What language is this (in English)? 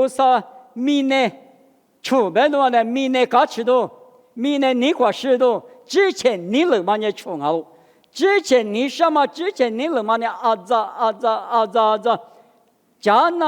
Lisu